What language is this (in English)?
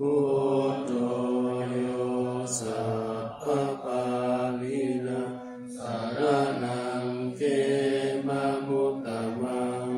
Pali